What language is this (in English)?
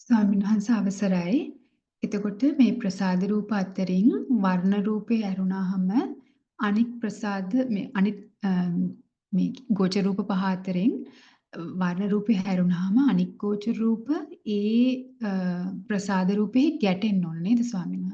Sinhala